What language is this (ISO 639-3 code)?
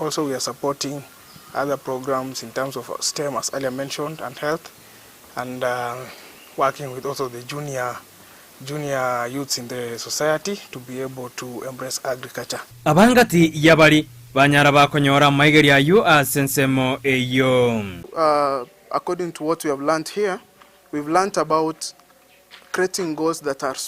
guz